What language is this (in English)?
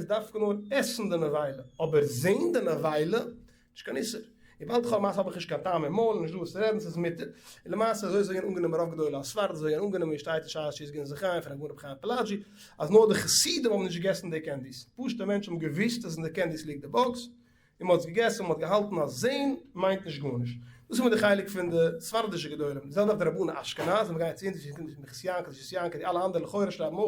Yiddish